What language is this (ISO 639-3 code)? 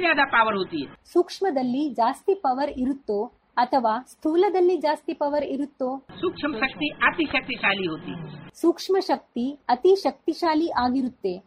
kan